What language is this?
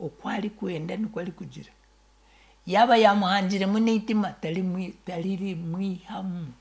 Nyankole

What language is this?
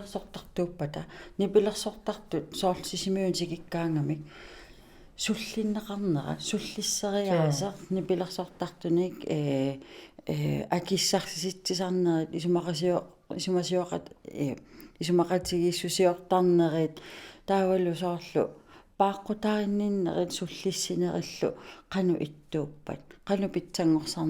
Kalaallisut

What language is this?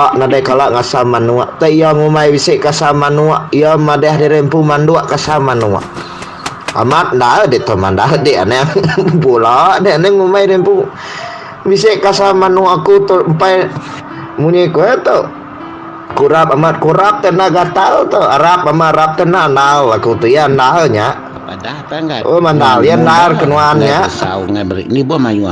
Iban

